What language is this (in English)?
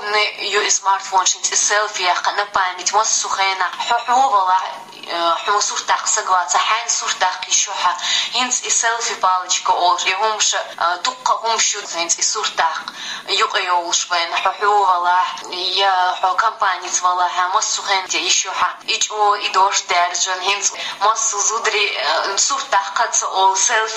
Chechen